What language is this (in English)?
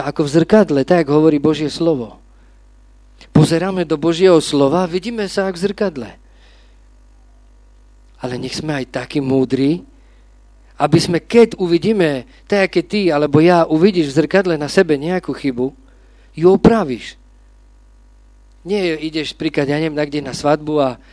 Slovak